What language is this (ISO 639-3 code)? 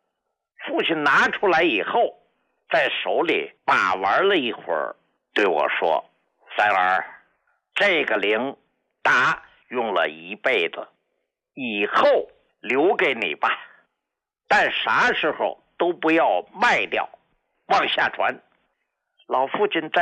zho